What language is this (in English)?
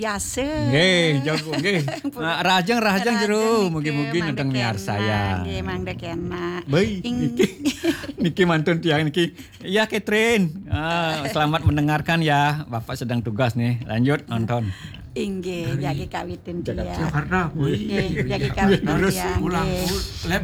Balinese